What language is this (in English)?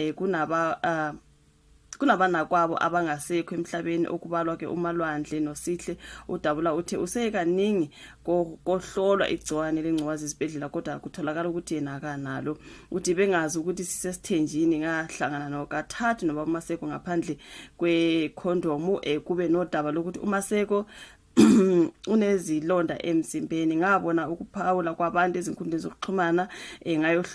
Zulu